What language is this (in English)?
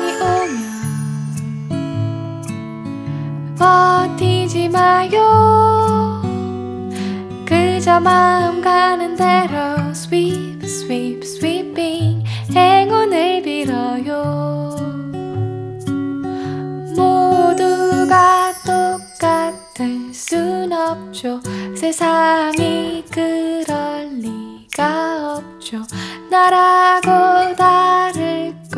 Korean